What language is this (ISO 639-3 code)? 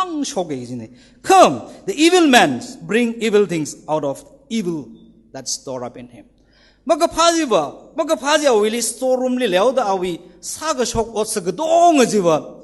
nmf